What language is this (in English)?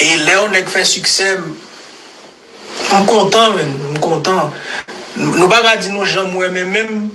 Haitian Creole